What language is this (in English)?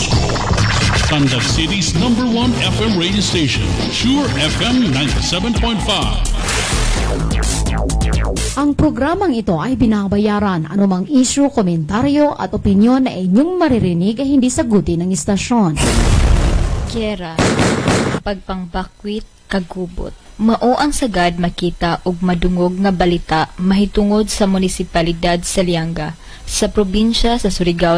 Filipino